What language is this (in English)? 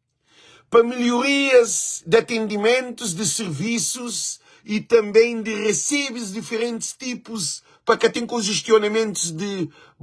Kabuverdianu